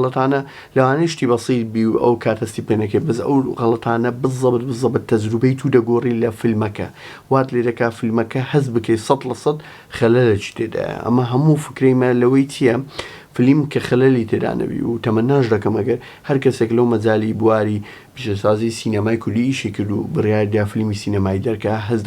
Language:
Central Kurdish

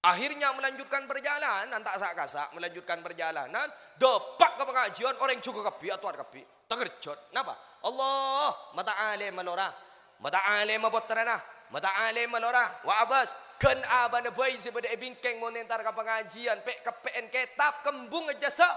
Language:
Madurese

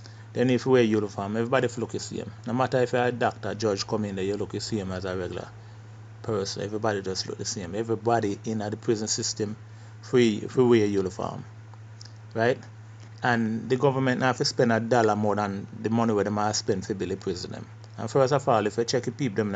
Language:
Jamaican Creole English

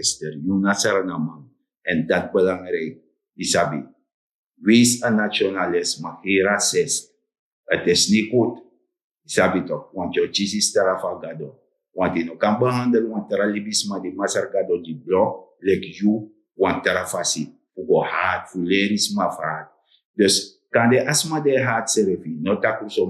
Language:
Sranan Tongo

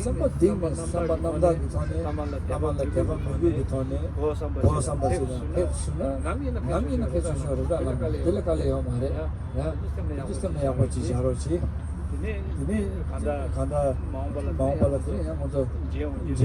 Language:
Tibetan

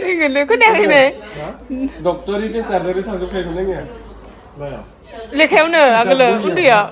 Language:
Bodo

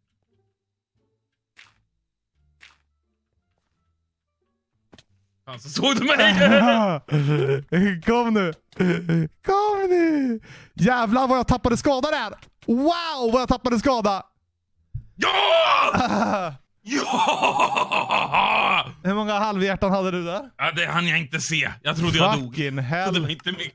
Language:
Swedish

